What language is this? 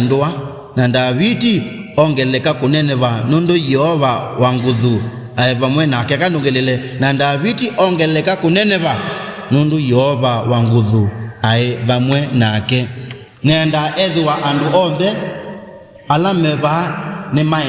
Kamba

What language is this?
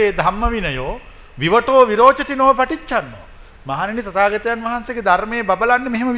Sinhala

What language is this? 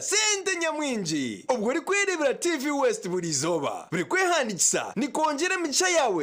Nyankole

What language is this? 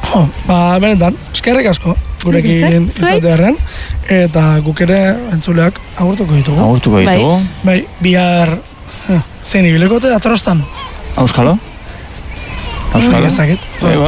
Basque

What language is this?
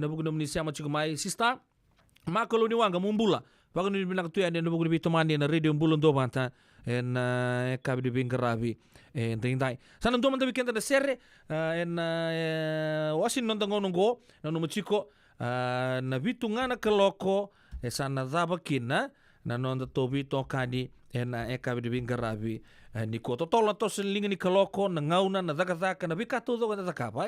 Fijian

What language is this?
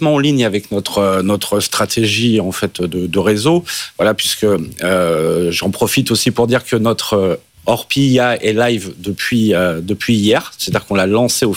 French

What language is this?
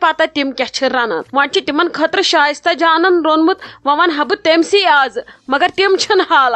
Kashmiri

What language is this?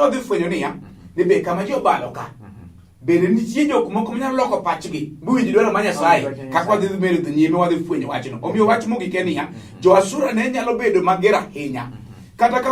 Luo (Kenya and Tanzania)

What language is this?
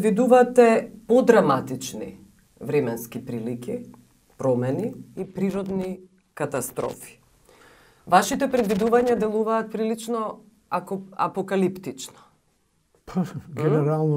Macedonian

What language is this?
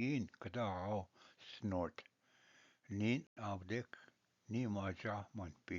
Ojibwa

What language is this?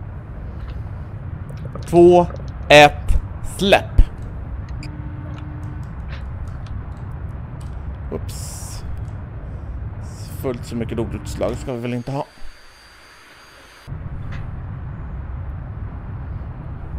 Swedish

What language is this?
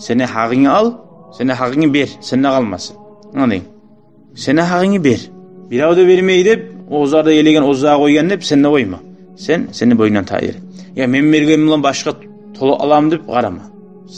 Kumyk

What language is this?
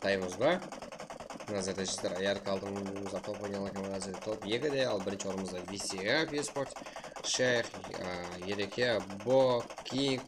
Kara-Kalpak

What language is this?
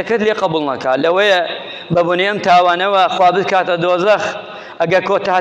Central Kurdish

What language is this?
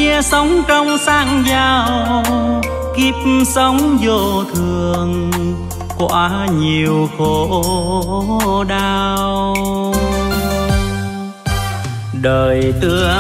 Vietnamese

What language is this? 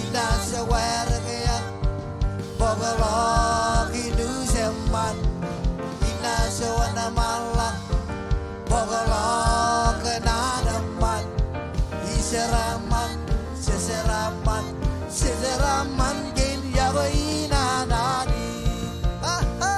Marshallese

